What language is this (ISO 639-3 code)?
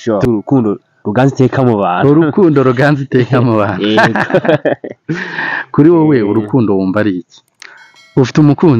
kin